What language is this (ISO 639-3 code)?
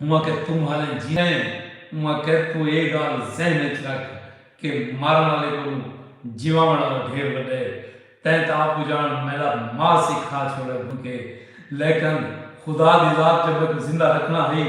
skr